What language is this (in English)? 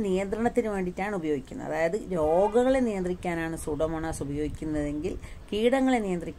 Malayalam